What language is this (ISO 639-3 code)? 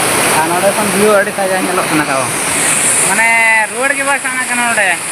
sat